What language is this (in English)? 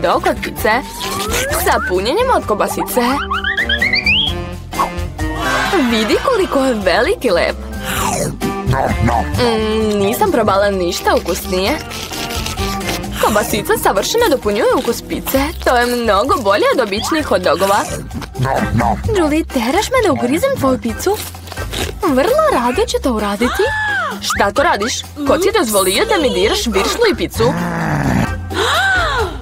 Serbian